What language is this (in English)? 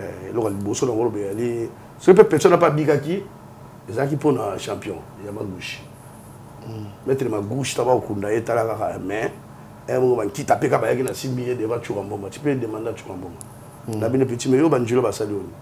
Lingala